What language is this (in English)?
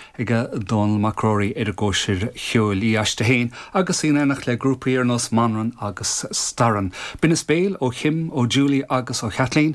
Irish